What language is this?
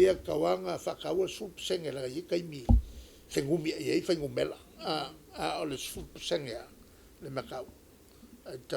Samoan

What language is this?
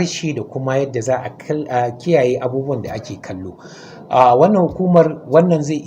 Hausa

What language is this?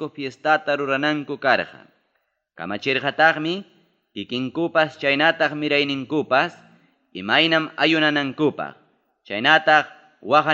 Ayacucho Quechua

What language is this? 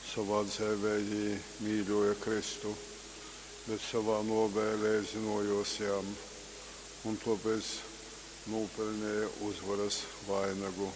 Latgalian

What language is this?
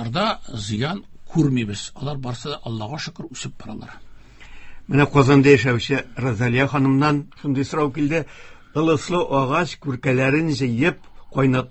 Tatar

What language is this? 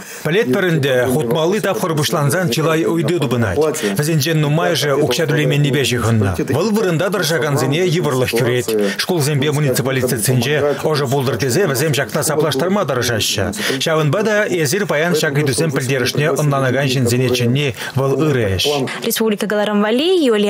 Chuvash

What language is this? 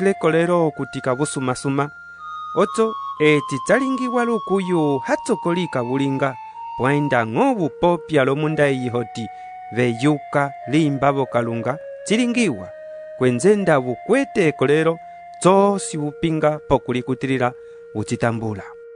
Umbundu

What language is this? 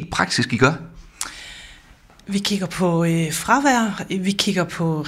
Danish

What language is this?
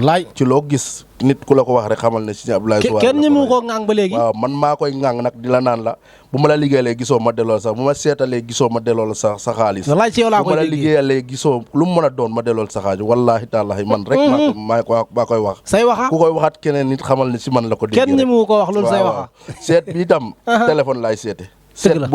Wolof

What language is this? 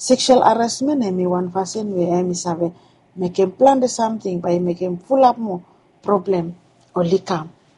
Bislama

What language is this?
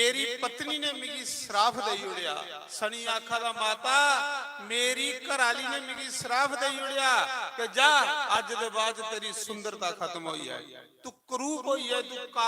Dogri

